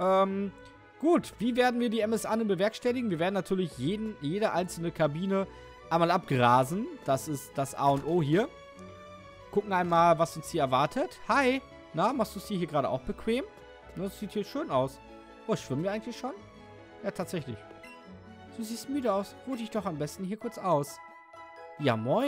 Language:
German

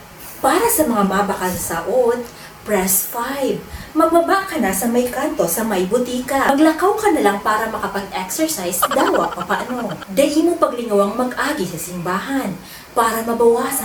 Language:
Bikol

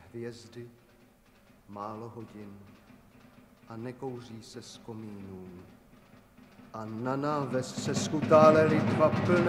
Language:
Czech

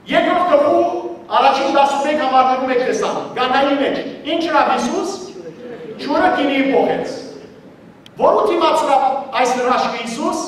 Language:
Western Armenian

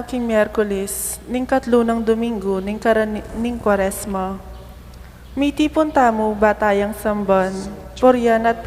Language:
Pampanga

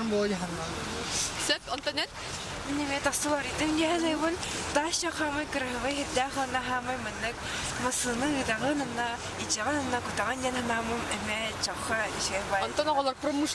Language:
Yakut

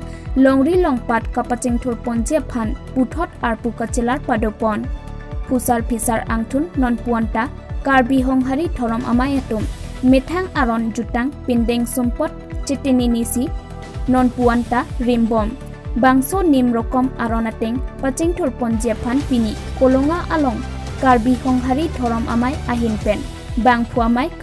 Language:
Karbi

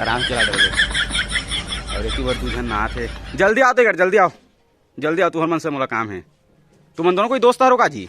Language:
Chhattisgarhi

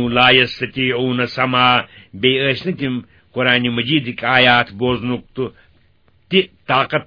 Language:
Kashmiri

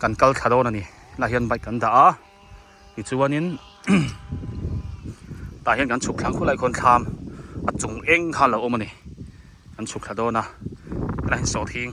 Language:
Biete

